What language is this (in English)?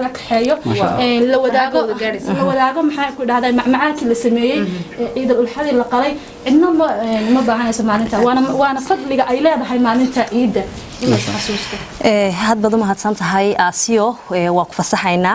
Somali